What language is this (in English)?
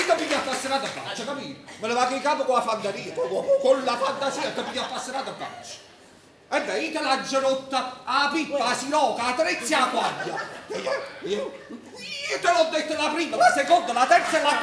Neapolitan